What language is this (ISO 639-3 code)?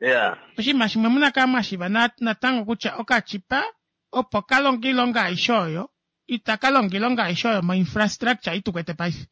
kua